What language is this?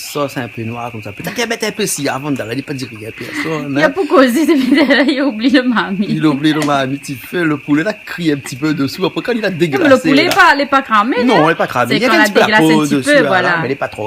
Réunion Creole French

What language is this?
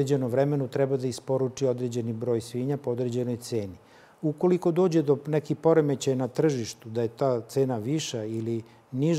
Serbian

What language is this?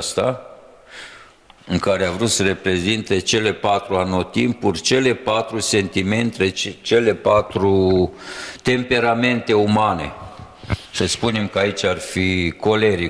Romanian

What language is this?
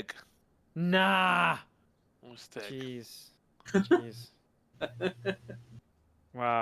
Welsh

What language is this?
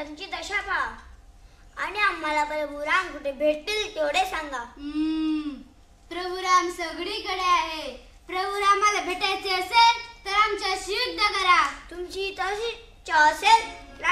Marathi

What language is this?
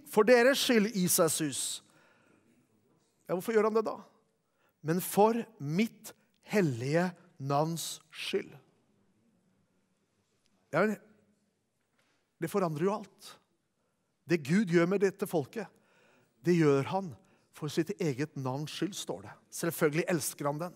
Norwegian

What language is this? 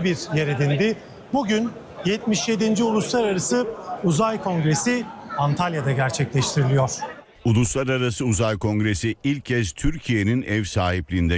Turkish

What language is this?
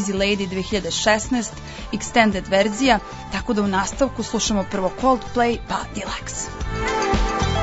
Serbian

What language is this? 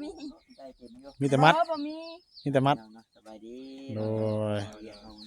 Northeastern Thai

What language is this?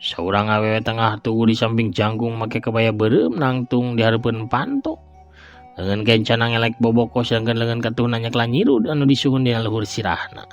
Sundanese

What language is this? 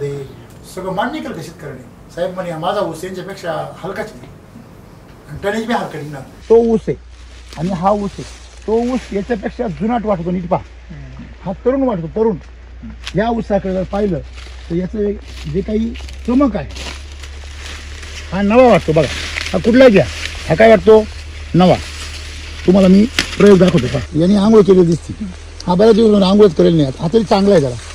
Marathi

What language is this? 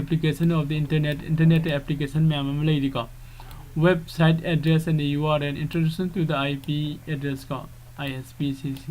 Manipuri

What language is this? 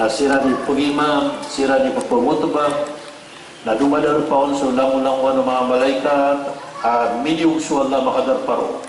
Maranao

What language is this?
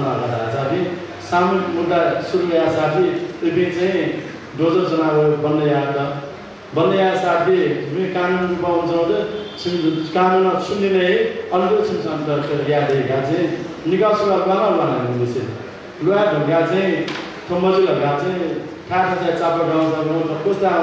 Newari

